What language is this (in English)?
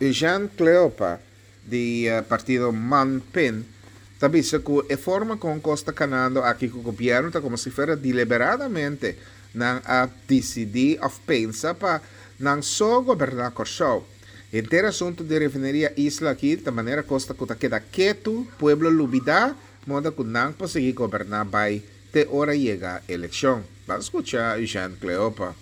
Papiamento